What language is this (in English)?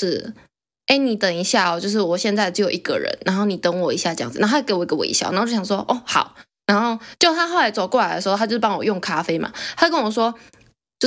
Chinese